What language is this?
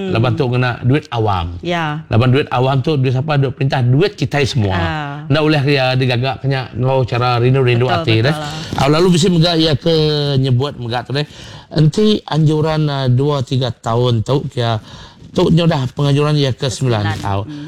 Iban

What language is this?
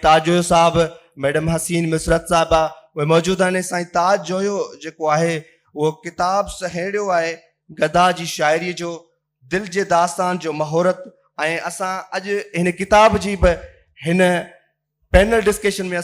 Sindhi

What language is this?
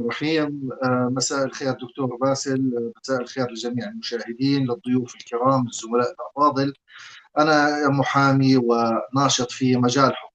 North Levantine Arabic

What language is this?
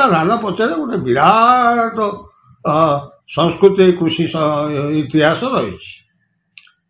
Odia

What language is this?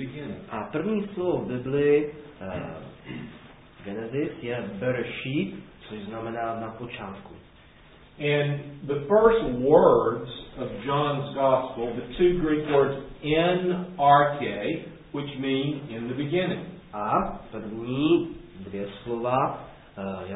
Czech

